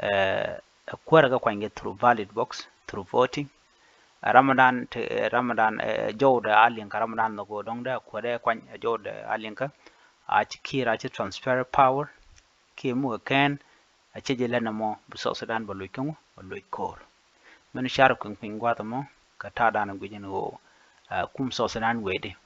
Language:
Nuer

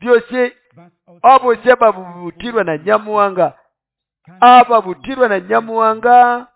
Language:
Nande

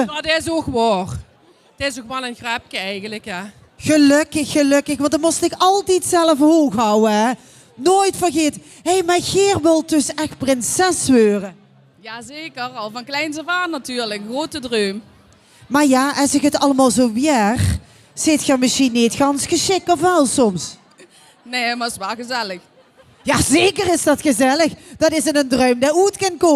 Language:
Limburgish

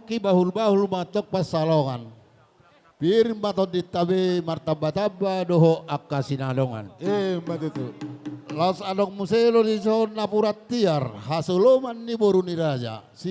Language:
Batak Toba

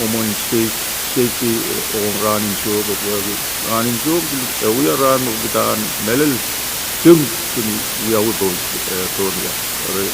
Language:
Pohnpeian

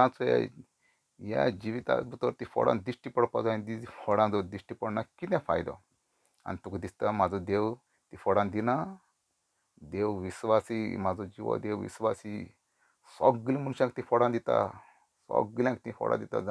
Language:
Konkani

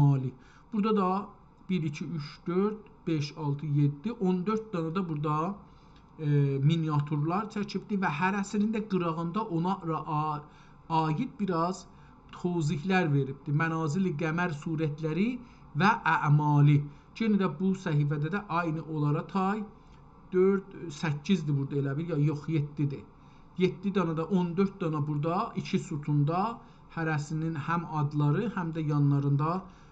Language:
South Azerbaijani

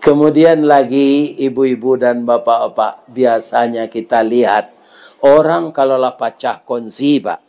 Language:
Minangkabau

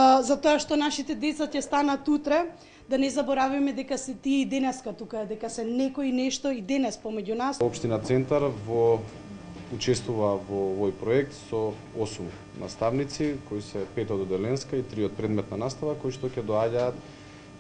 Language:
Macedonian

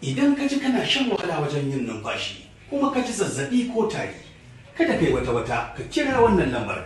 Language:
Hausa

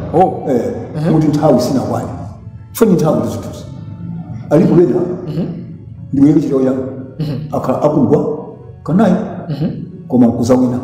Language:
Nyanja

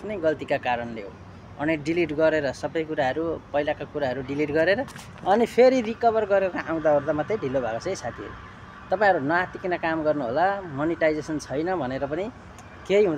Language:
Nepali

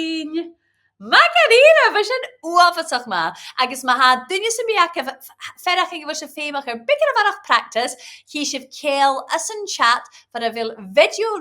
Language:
Scottish Gaelic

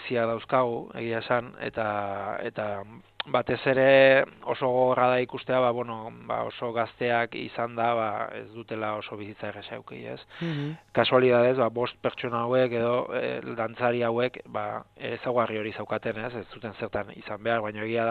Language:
Basque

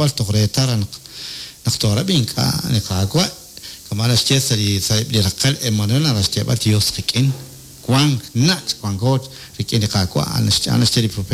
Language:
Kekchí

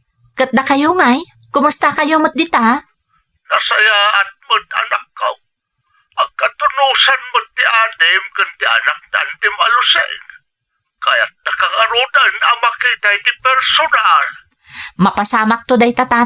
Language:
Iloko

